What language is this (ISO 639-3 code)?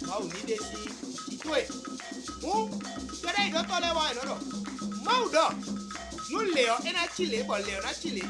fon